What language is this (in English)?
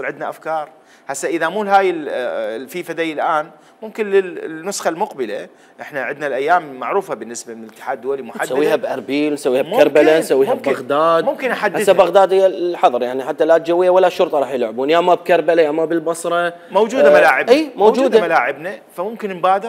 Mesopotamian Arabic